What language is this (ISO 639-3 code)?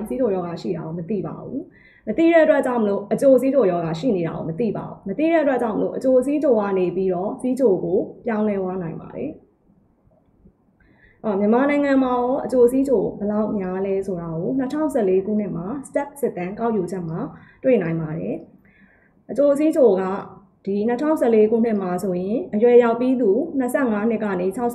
mya